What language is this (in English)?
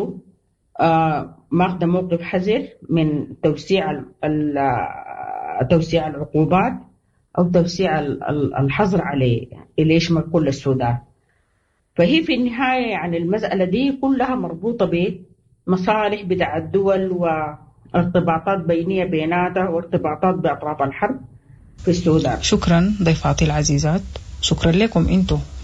Sudanese Arabic